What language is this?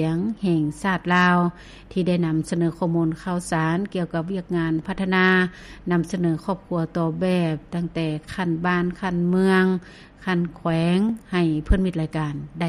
Lao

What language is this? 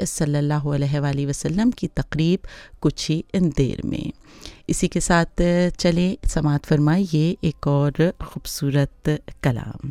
Urdu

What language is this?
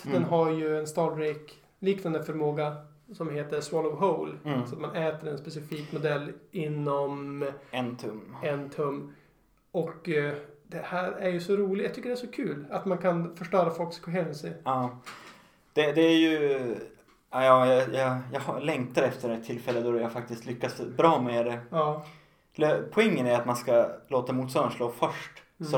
Swedish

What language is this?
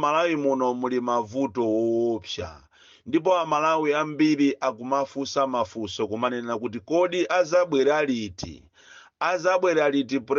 Nyanja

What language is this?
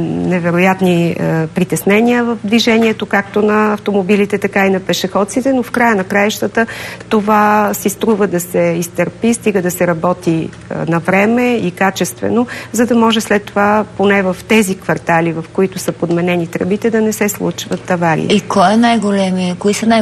Bulgarian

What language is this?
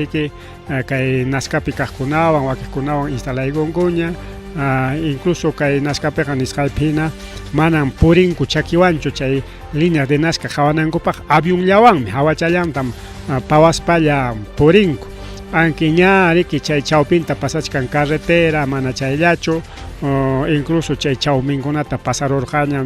Ayacucho Quechua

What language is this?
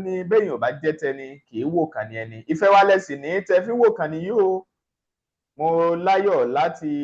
Yoruba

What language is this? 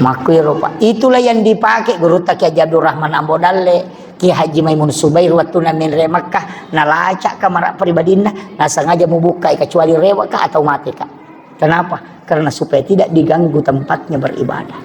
Buginese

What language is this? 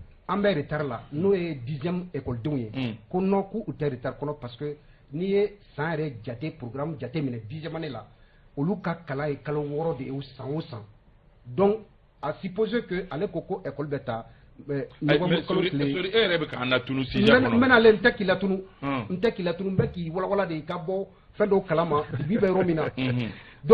Bambara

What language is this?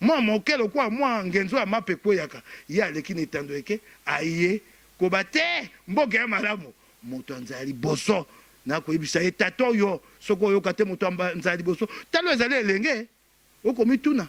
Lingala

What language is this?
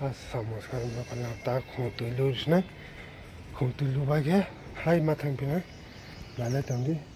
Kok Borok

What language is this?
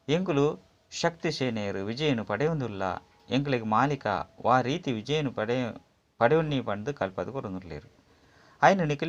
Tulu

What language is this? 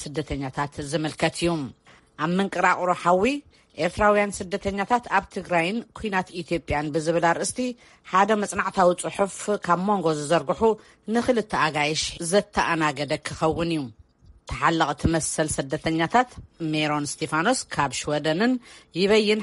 Tigrinya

